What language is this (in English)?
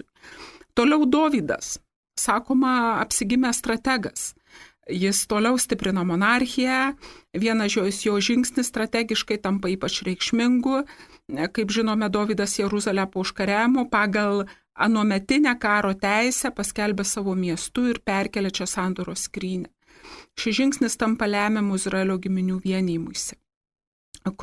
Lithuanian